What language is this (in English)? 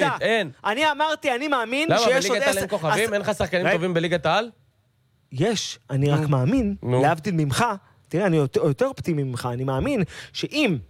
Hebrew